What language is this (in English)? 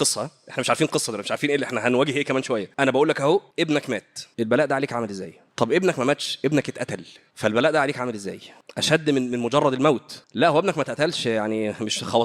Egyptian Arabic